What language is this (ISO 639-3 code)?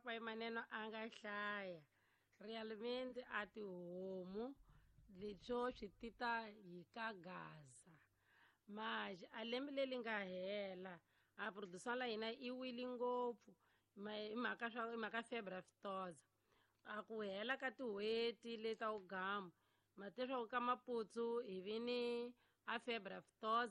tso